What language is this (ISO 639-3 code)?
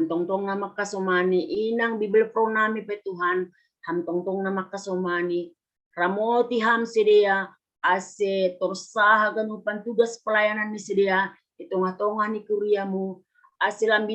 bts